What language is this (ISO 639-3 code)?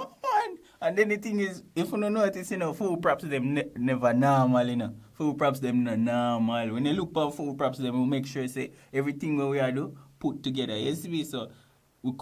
jam